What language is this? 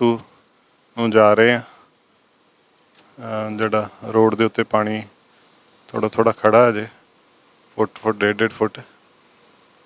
Punjabi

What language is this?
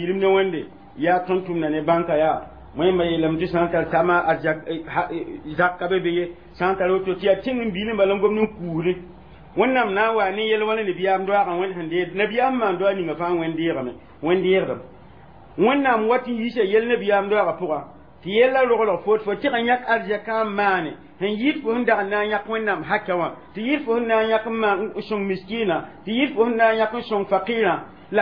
Mossi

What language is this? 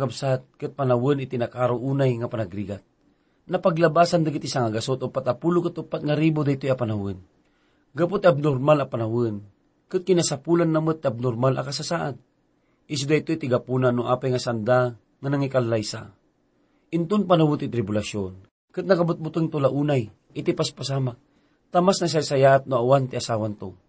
Iloko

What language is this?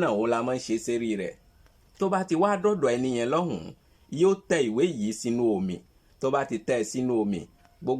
Yoruba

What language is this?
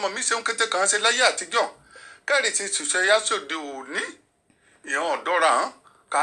Yoruba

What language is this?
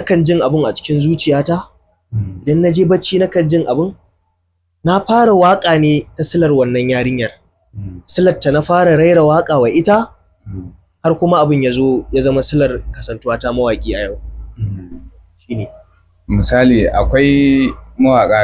Hausa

